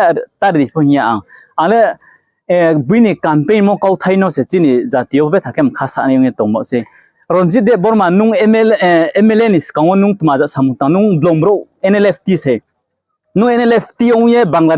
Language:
Riang (India)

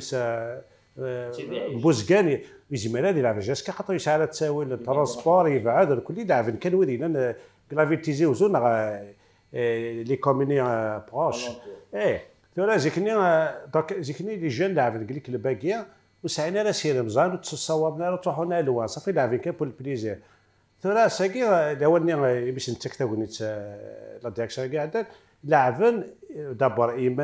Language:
Kabyle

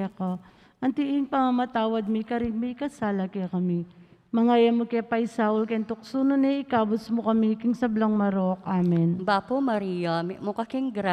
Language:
Pampanga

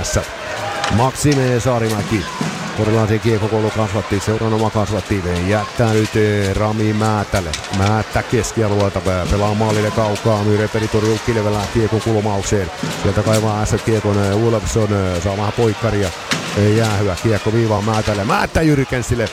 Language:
Finnish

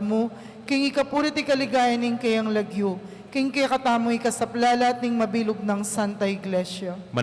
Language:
Pampanga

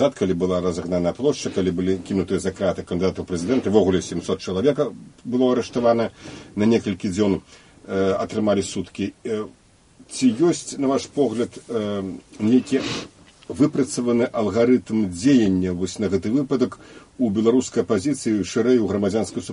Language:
Belarusian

